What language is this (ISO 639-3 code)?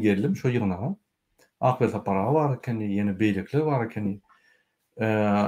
tuk